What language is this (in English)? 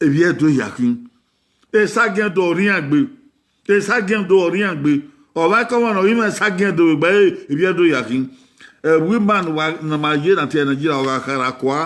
Bini